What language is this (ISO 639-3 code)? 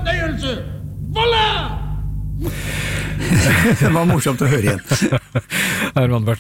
nor